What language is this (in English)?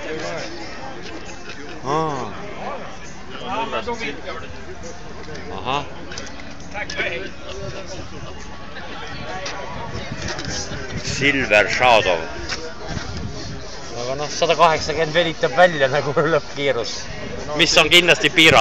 Estonian